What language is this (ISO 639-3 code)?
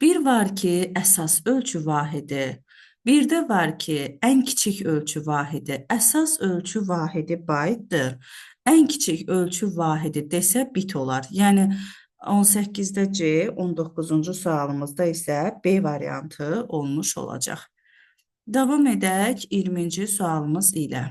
aze